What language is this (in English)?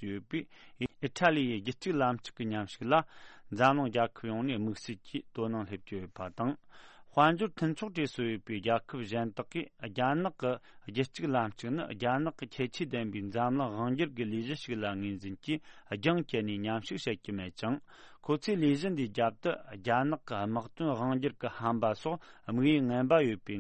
Tibetan